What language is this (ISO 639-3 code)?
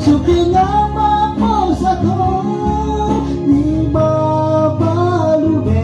lhu